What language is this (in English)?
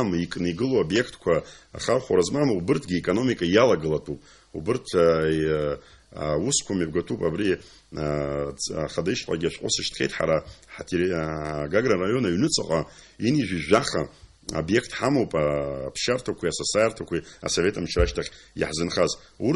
Abkhazian